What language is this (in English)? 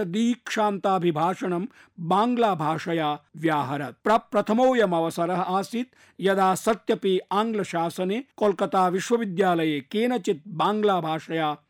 Sanskrit